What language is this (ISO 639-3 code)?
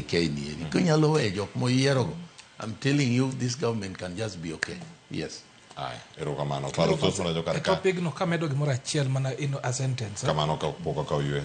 luo